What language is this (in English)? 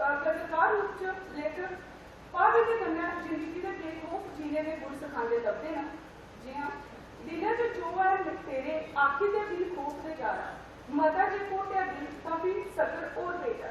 Dogri